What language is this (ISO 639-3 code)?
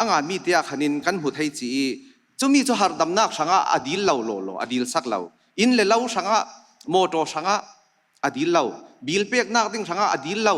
cfm